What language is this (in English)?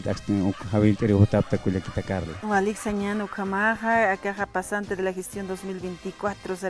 Aymara